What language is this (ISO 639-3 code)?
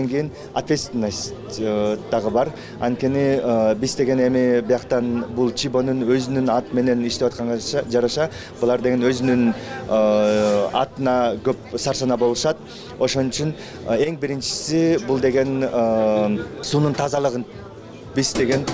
kir